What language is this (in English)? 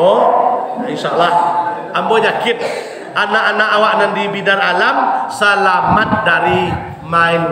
Minangkabau